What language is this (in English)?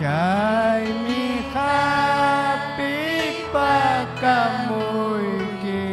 Ayacucho Quechua